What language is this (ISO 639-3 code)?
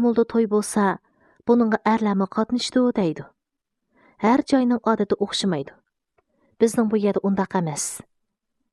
uig